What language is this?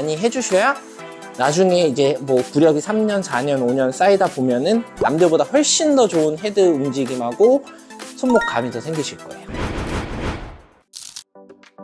Korean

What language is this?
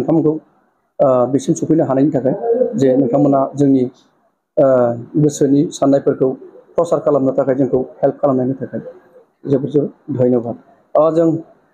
Bodo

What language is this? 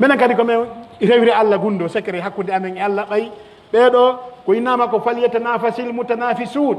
Pular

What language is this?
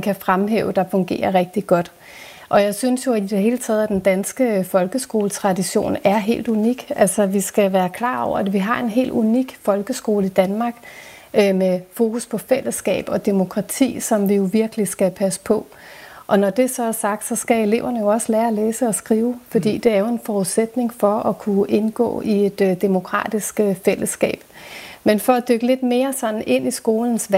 Danish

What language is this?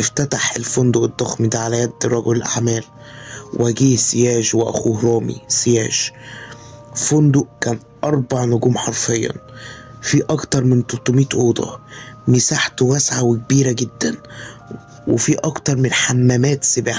Egyptian Arabic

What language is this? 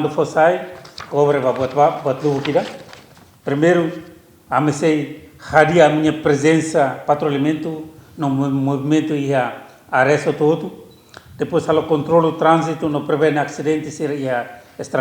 Tetum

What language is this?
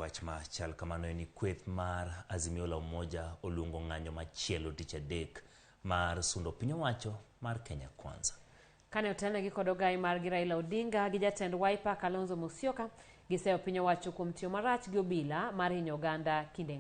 Luo (Kenya and Tanzania)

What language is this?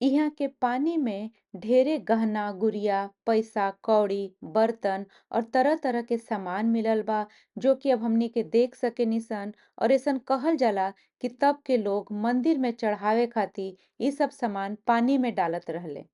Bhojpuri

